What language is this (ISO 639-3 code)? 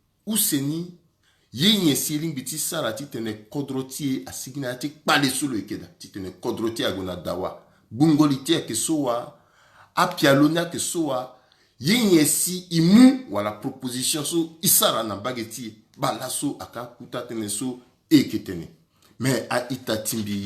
sag